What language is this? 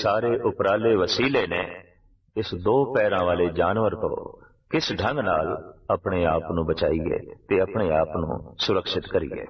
Punjabi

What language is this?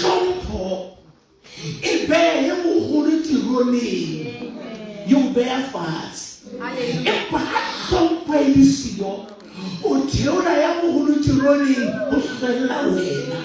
Southern Sotho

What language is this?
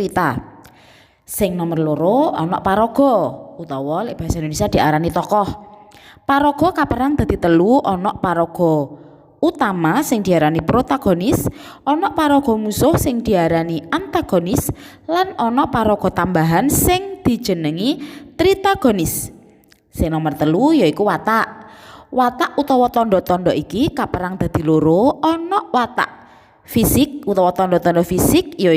Javanese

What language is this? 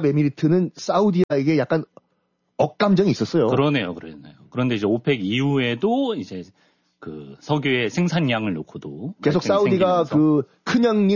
Korean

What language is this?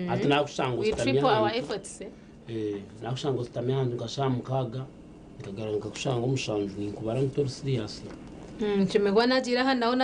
Nyankole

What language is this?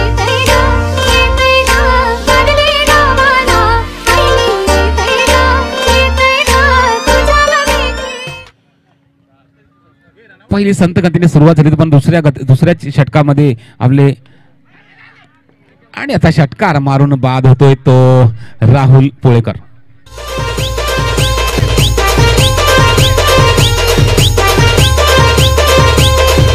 Marathi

